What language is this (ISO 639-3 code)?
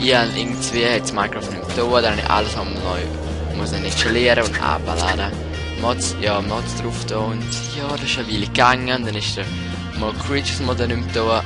gsw